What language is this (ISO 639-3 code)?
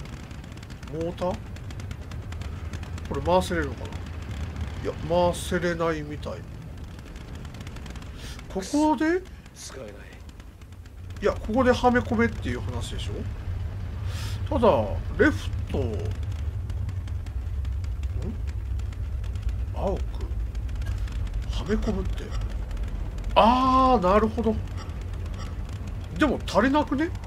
jpn